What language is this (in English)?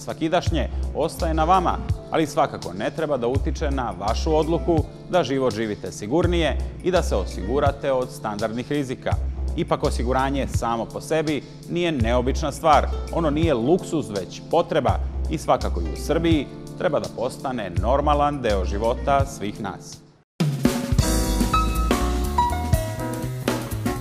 Serbian